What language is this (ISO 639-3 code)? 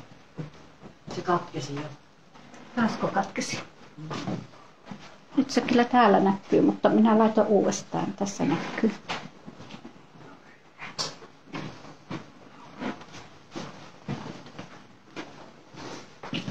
fin